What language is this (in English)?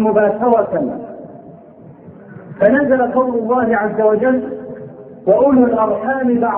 Arabic